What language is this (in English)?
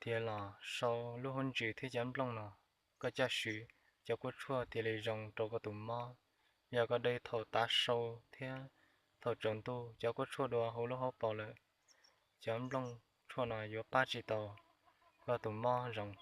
Hmong